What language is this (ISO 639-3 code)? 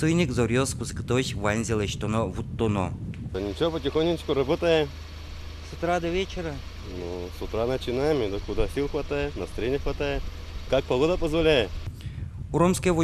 udm